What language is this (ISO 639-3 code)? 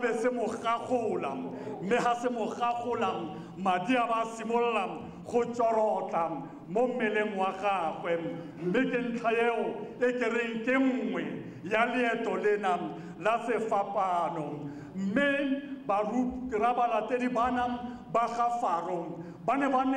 tsn